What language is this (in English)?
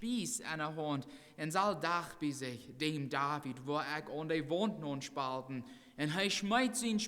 Plautdietsch